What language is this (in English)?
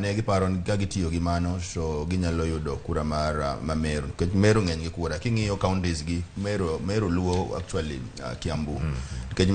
Luo (Kenya and Tanzania)